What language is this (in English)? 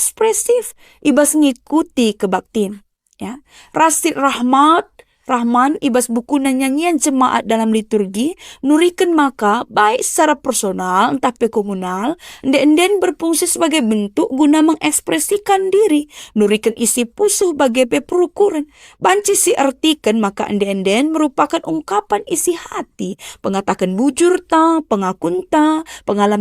Batak Karo